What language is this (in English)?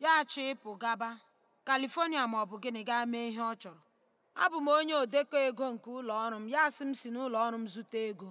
Igbo